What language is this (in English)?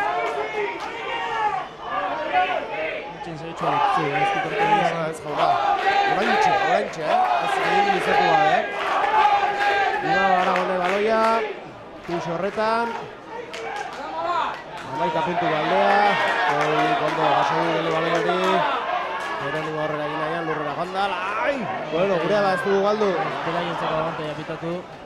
Basque